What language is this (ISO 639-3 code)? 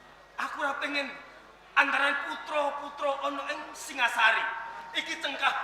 jav